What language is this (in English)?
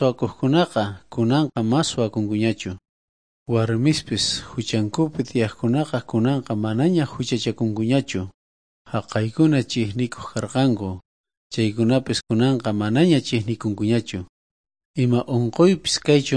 South Bolivian Quechua